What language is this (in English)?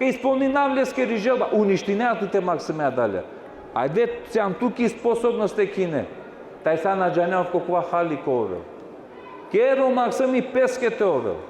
Balkan Romani